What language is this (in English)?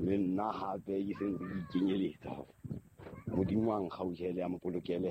Southern Sotho